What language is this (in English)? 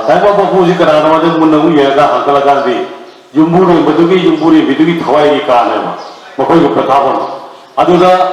Manipuri